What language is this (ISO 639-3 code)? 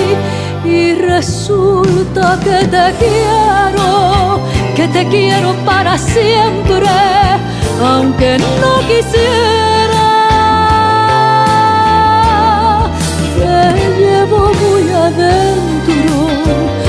spa